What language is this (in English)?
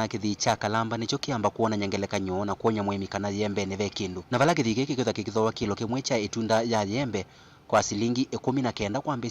Kamba